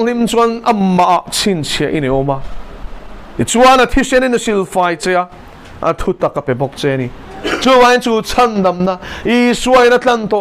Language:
Mizo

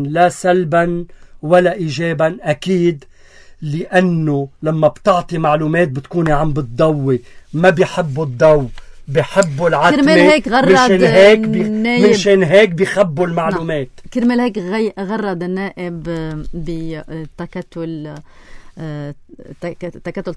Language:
North Levantine Arabic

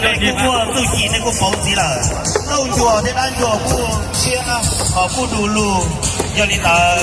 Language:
Hmong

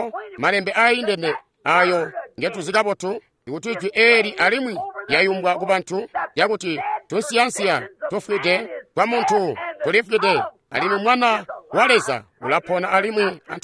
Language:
Tonga (Zambia)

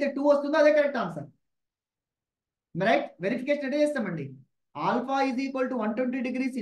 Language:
Telugu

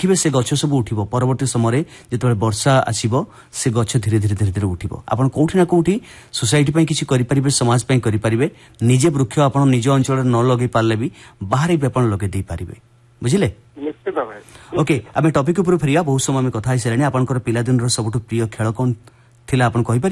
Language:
Odia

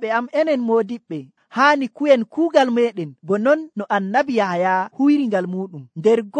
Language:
Nigerian Fulfulde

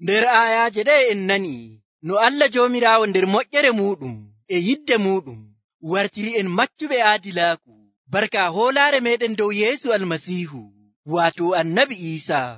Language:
Nigerian Fulfulde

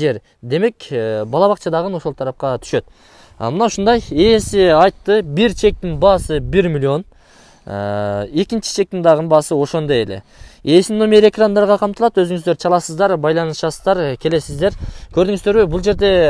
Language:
Kyrgyz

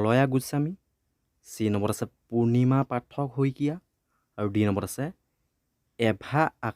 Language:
Assamese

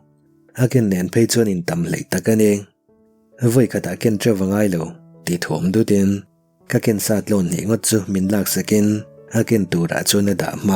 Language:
Mizo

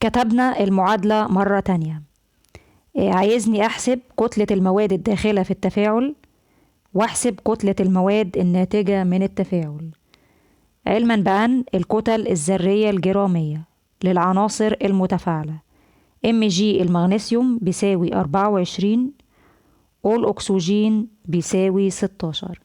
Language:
Egyptian Arabic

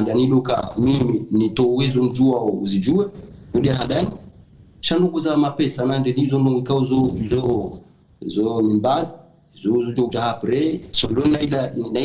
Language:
Ngazidja Comorian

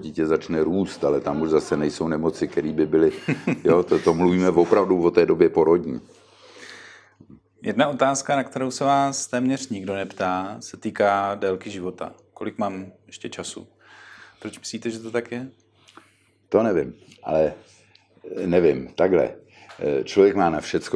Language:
Czech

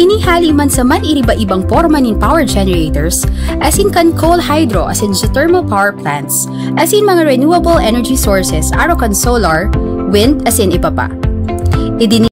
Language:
Bikol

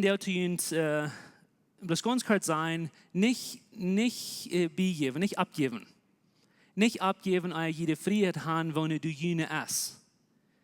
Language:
Plautdietsch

